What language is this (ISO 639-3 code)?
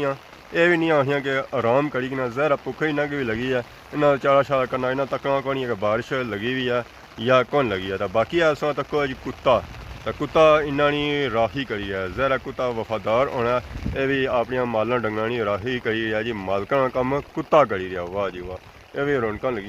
phr